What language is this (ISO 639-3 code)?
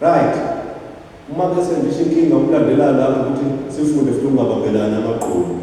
zul